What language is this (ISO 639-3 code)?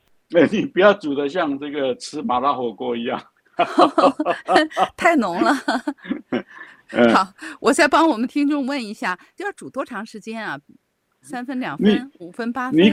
zho